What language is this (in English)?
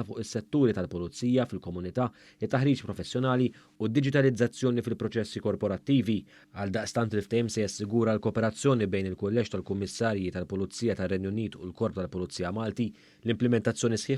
Maltese